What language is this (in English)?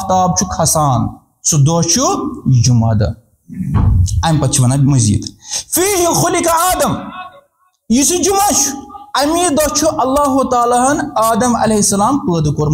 Kashmiri